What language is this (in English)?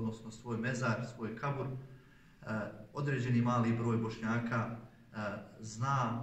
Bosnian